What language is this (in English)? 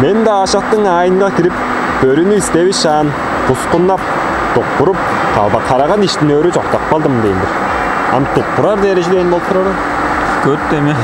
Tuvinian